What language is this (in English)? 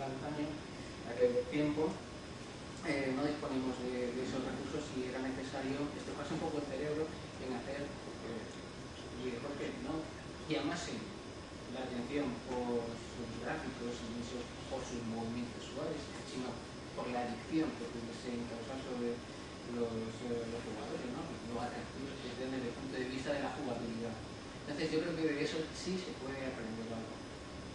Spanish